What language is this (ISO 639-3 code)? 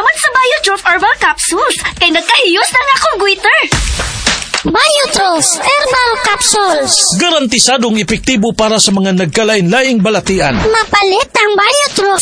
ceb